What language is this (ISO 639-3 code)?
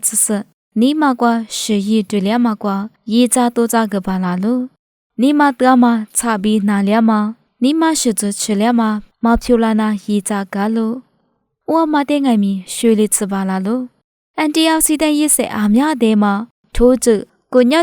lis